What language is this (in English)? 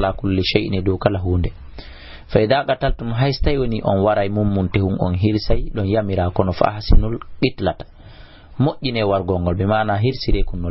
Fula